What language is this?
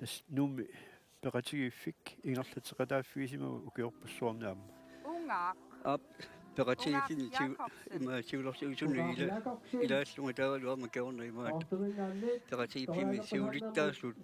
Kalaallisut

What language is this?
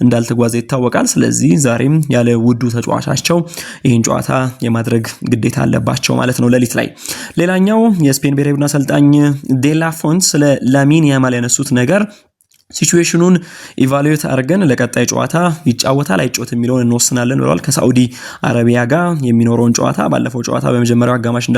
Amharic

